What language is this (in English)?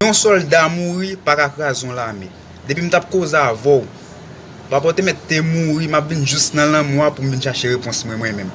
Haitian Creole